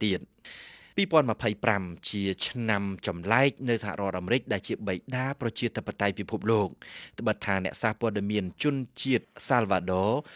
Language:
Khmer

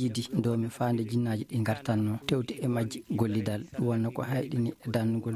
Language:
Fula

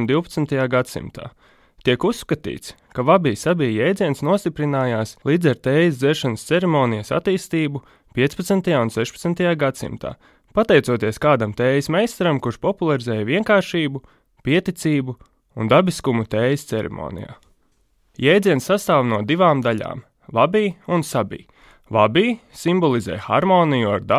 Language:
Latvian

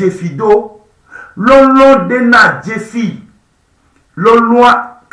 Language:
Ewe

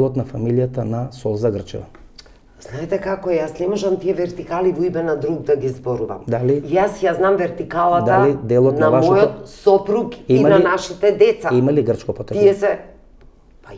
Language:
Macedonian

